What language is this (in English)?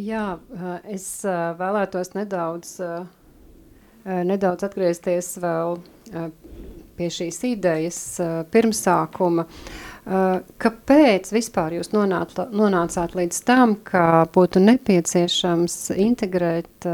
Latvian